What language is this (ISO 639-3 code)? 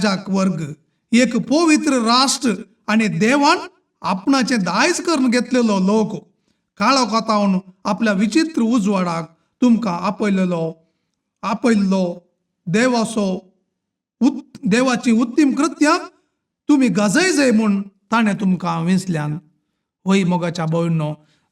kok